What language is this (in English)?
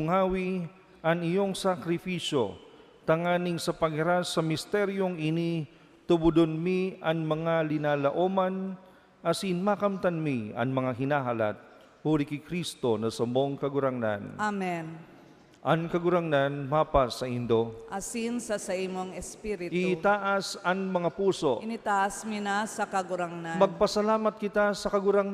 Bikol